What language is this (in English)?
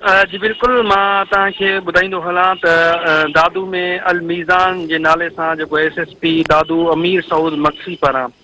Sindhi